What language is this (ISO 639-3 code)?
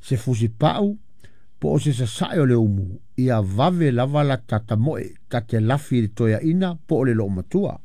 smo